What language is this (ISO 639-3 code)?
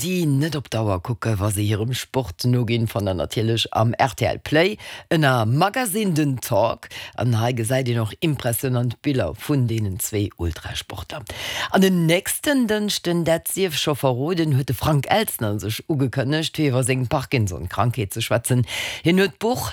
ltz